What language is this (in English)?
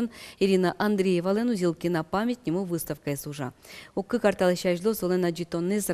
Udmurt